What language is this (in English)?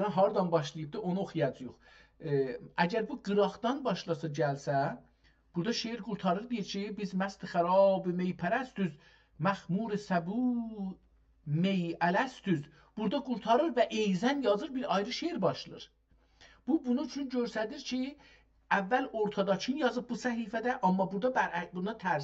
South Azerbaijani